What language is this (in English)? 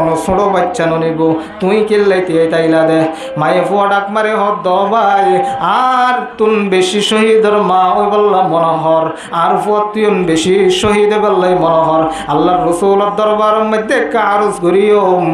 Rohingya